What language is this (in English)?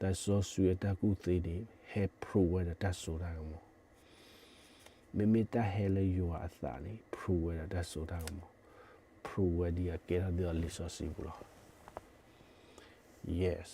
S'gaw Karen